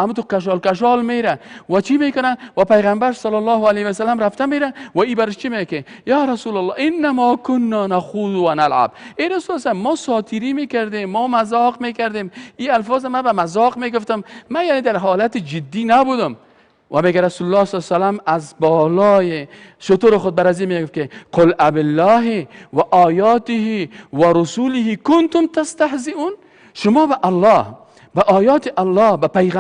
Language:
Persian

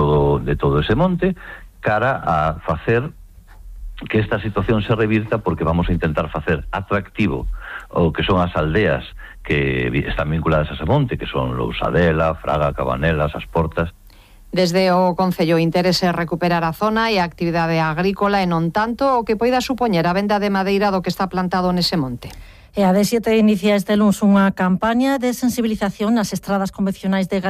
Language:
Galician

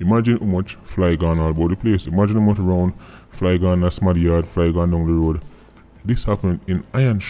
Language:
Jamaican Creole English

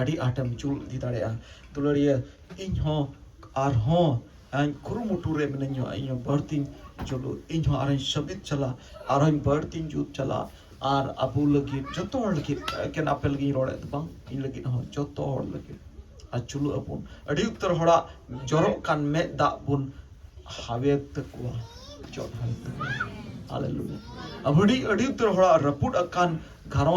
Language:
Santali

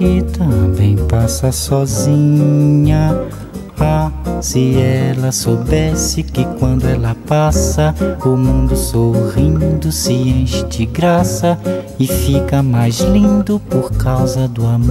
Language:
Portuguese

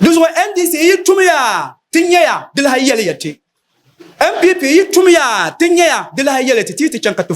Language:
Dagbani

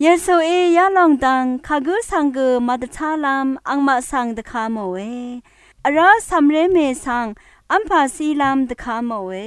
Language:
Rawang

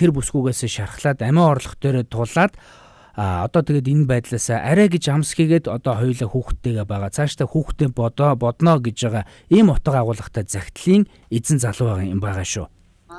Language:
Mongolian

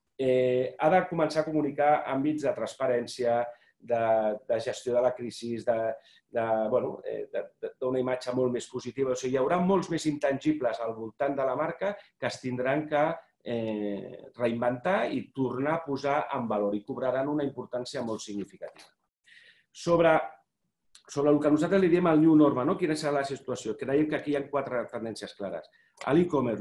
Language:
Catalan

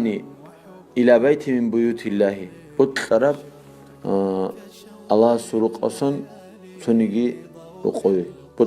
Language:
Avaric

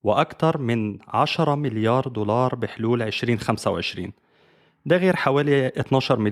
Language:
Egyptian Arabic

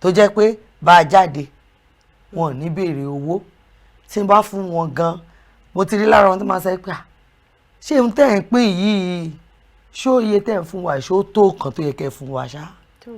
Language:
Yoruba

